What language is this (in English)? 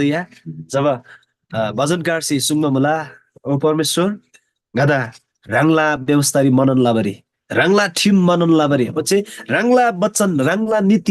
Eastern Tamang